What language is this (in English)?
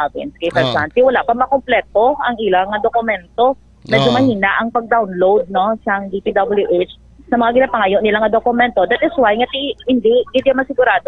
Hiligaynon